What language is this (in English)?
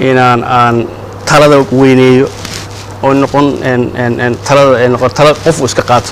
Somali